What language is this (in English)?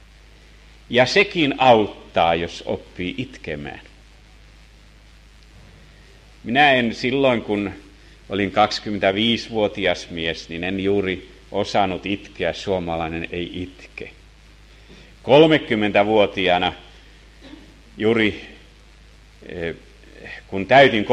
Finnish